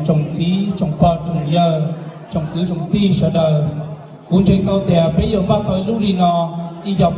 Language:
Hmong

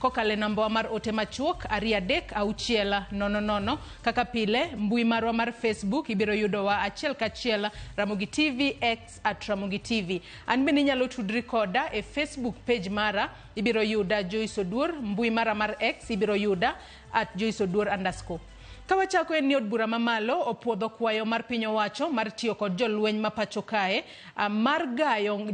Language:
Luo (Kenya and Tanzania)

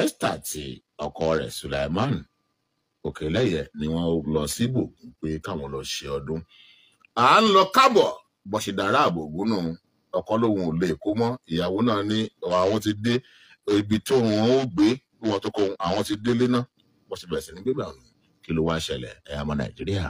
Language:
Yoruba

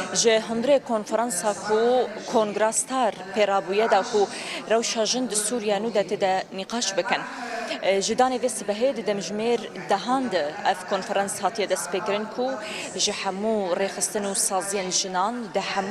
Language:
Kurdish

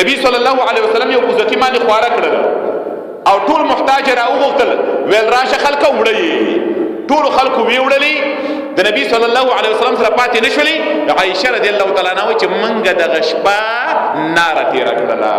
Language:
Pashto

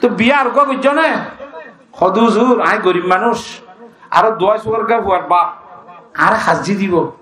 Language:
Rohingya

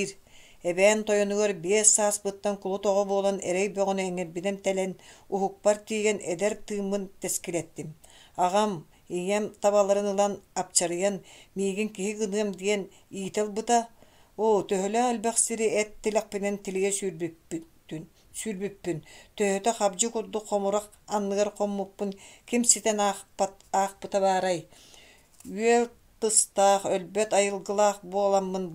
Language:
Yakut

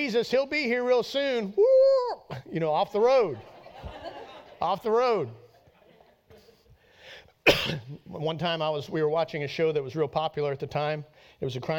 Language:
English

